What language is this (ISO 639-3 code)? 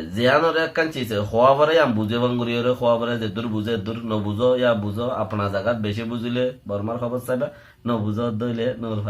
rhg